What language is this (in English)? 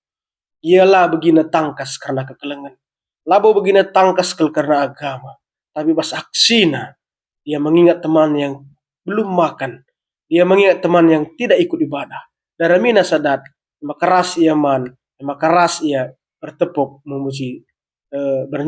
Batak Karo